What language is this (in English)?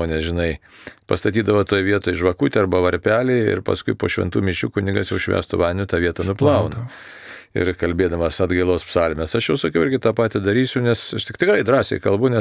Lithuanian